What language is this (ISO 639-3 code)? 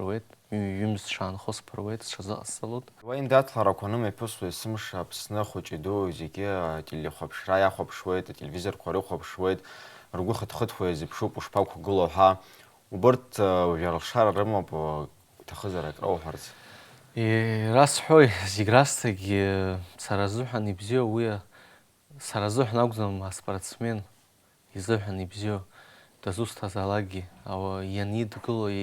abk